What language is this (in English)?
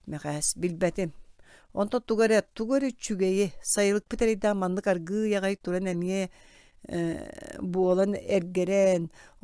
Yakut